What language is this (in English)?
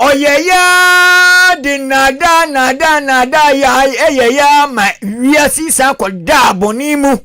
Akan